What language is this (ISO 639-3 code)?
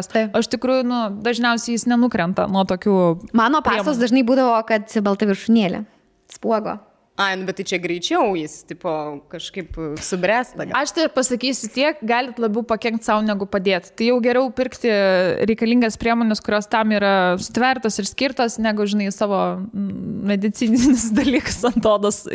lit